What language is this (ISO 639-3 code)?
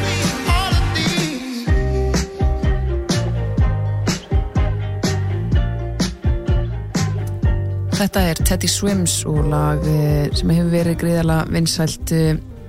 isl